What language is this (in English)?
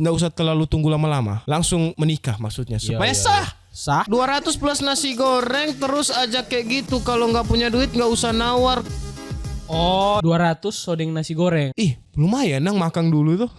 Manado Malay